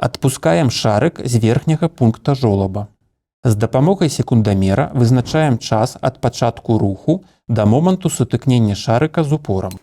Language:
Belarusian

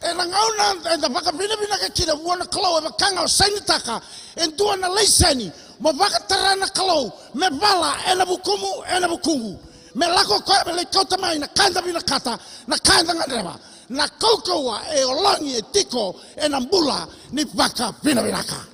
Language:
Fijian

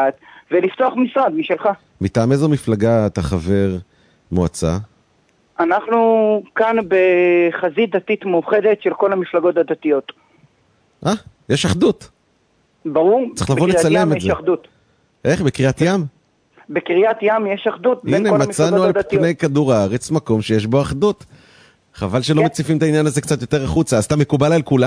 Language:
Hebrew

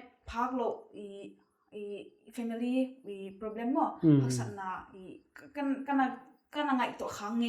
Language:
Paite Chin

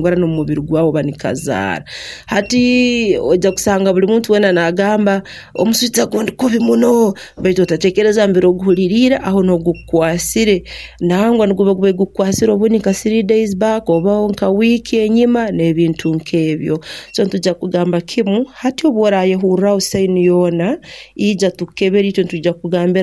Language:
Nyankole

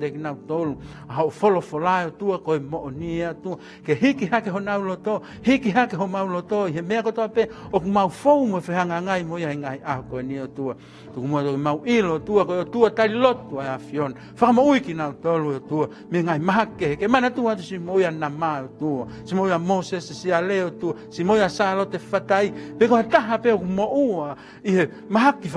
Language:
Tongan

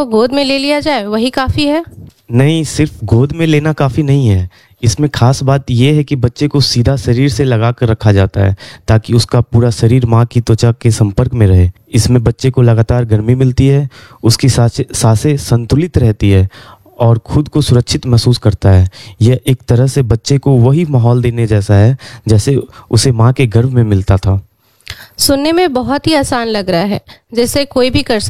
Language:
Hindi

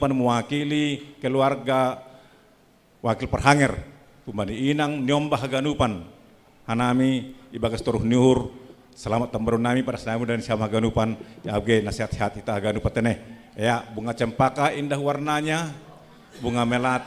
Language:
Batak Simalungun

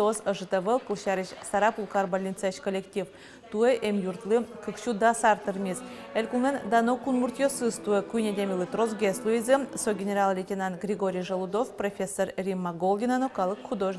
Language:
Udmurt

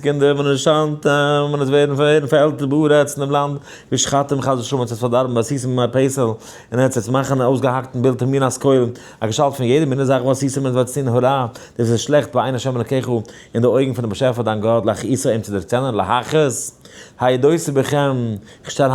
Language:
Yiddish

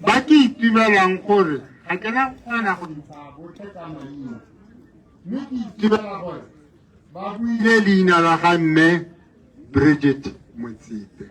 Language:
Tswana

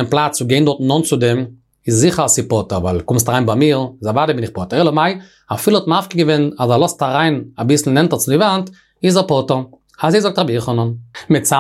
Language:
Yiddish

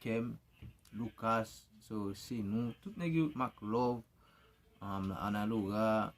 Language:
Haitian Creole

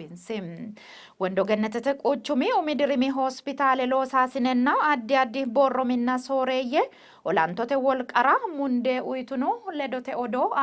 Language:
Sidamo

